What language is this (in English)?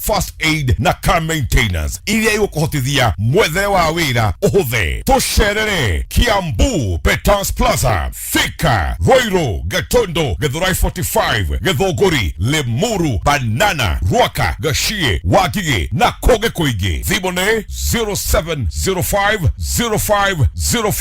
Kikuyu